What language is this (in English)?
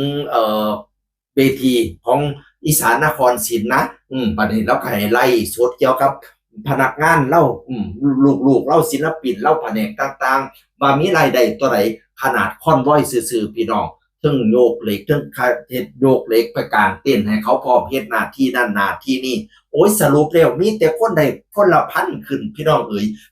Northeastern Thai